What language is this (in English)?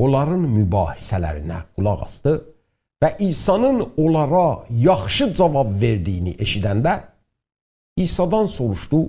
South Azerbaijani